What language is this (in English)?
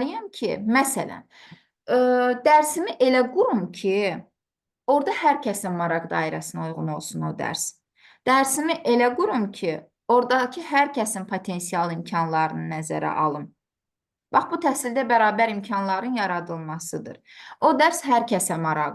Azerbaijani